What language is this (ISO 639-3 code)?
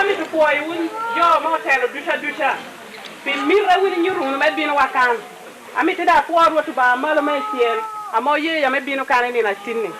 laj